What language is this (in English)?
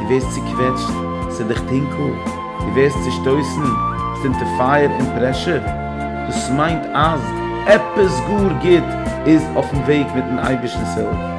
Yiddish